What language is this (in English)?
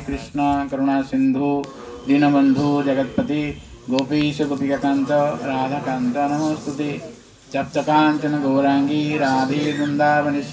Odia